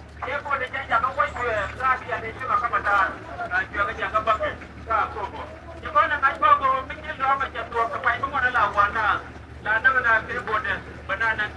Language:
Nuer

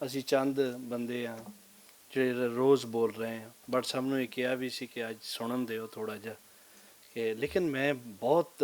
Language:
Western Panjabi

